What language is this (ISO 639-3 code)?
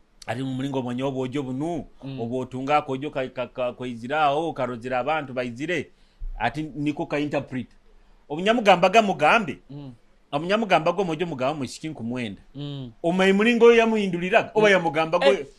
nyo